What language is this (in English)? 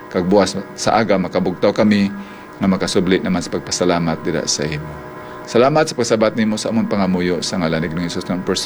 Hiligaynon